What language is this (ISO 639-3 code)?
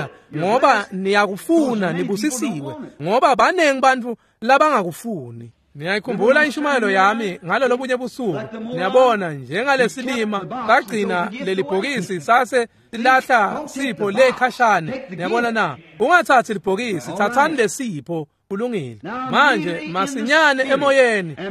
ssw